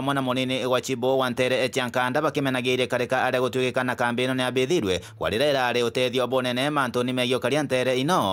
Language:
Meru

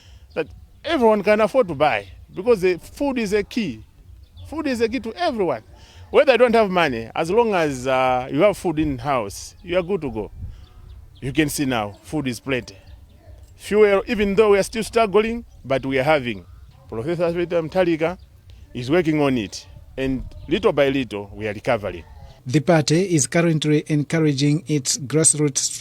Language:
English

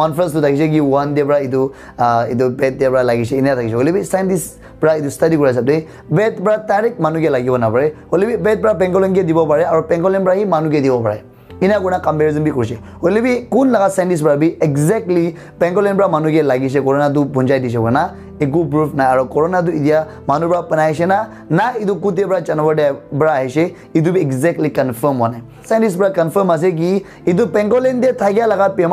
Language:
Naga Pidgin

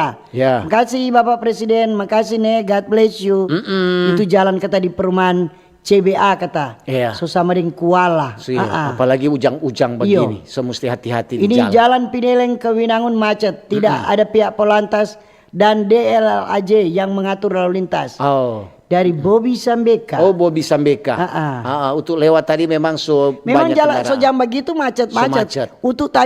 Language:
Manado Malay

